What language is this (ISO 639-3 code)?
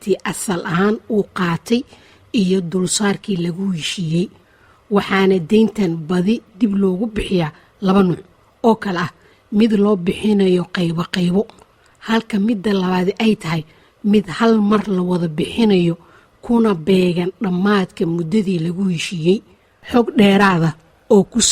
som